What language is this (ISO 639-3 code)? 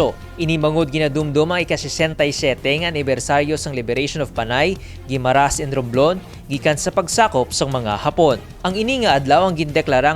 hil